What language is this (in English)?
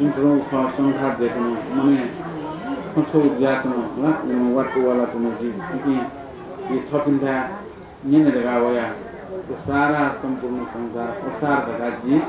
Newari